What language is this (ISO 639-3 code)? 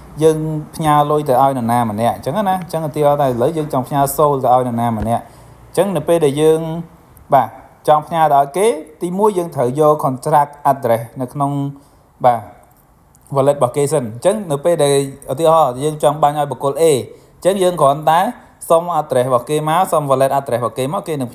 khm